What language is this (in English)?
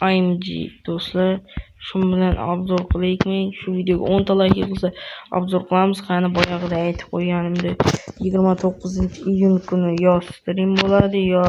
Uzbek